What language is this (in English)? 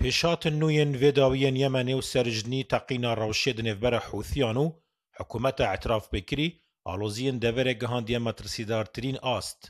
Kurdish